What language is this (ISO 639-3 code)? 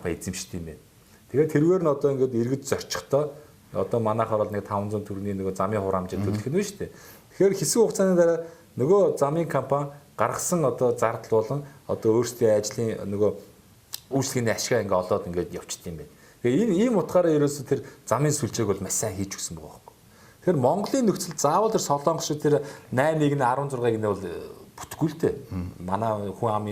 mon